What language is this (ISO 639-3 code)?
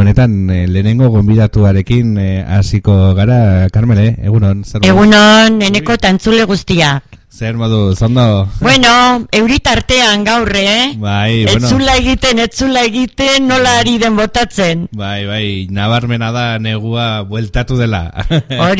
eus